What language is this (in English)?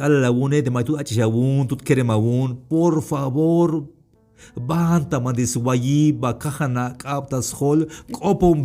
Tzeltal